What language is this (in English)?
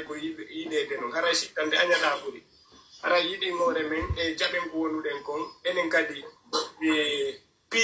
Pular